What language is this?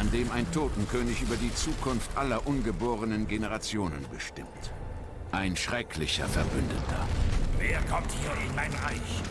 Bavarian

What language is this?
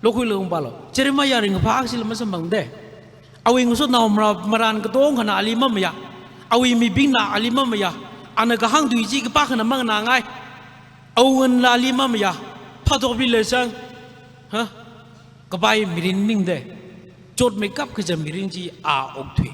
Tangkhul Naga (India)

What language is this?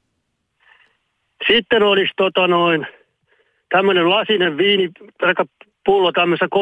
Finnish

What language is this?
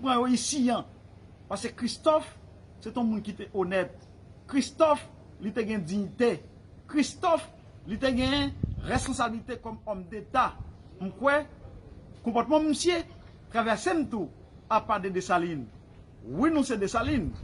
Haitian Creole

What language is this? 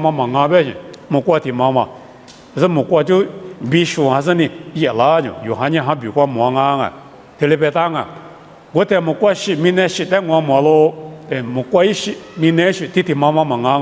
Lisu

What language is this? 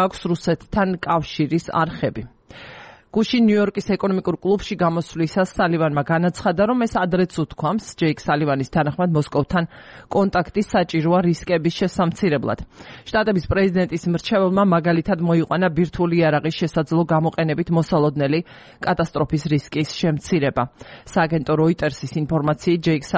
Georgian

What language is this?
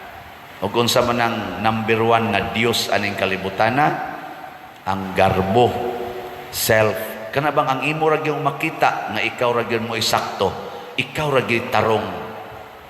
Cebuano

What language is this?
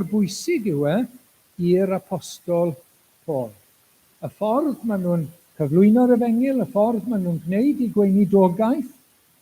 Welsh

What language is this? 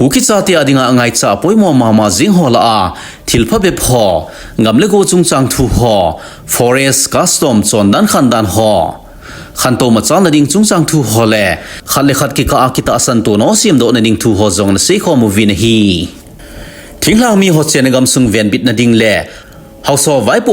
Thado Chin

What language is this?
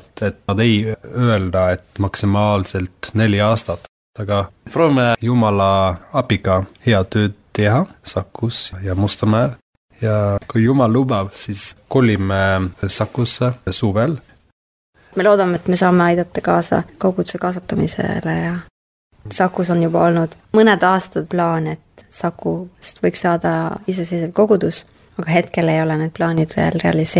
Estonian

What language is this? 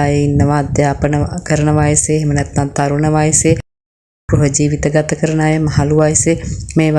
Sinhala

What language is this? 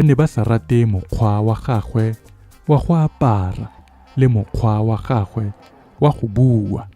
Tswana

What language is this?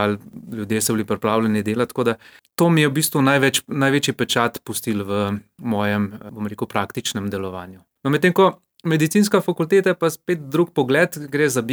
Slovenian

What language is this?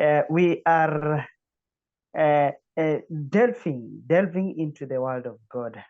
English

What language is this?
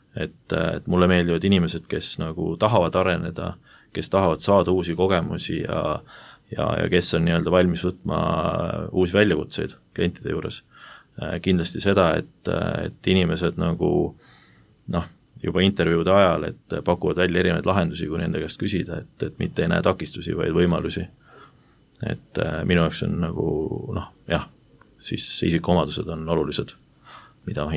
Estonian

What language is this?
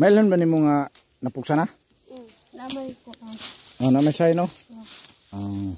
Cebuano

